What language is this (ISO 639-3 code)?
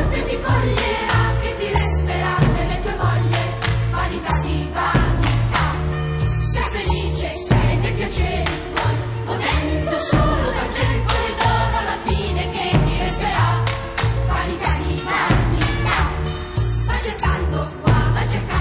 ita